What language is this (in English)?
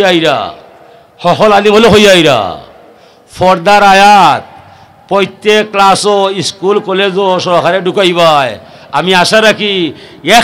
Sylheti